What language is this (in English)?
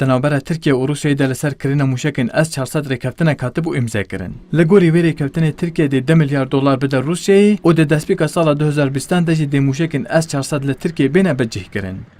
Kurdish